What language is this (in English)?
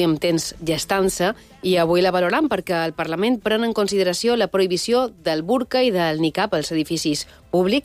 Catalan